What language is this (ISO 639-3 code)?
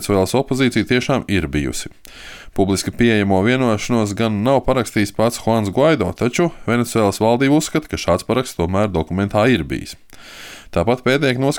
lav